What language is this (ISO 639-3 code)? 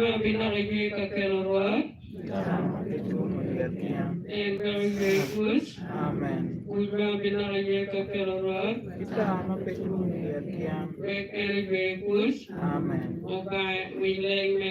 ach